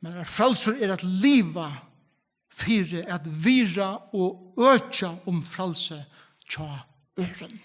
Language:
Faroese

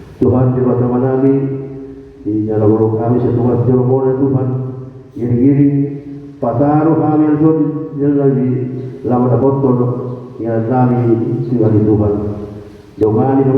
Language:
Batak Toba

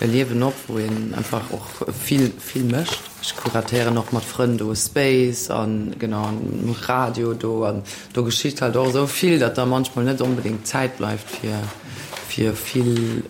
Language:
Luxembourgish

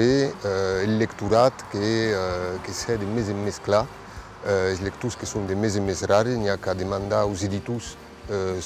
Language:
Occitan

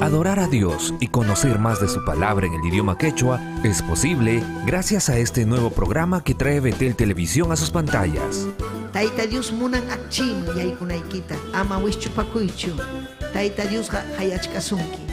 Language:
Ayacucho Quechua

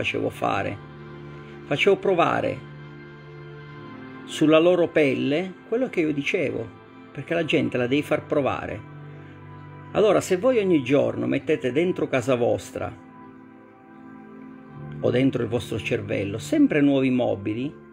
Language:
Italian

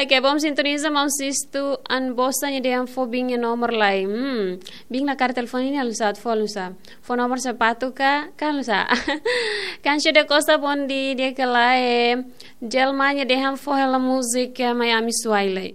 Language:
Tetum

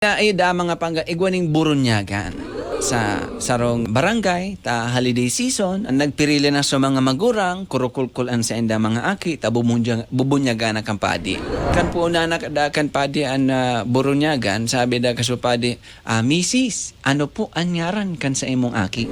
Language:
Bikol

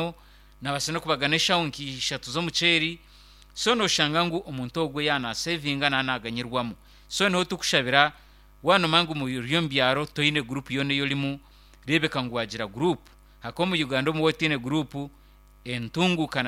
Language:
Nyankole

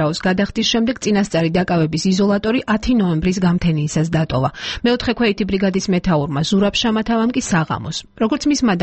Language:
Georgian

